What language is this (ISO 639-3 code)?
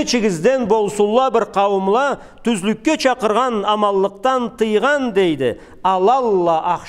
krc